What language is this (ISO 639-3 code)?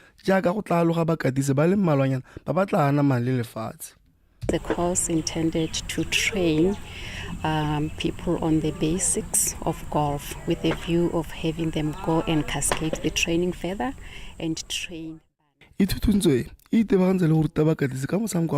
tsn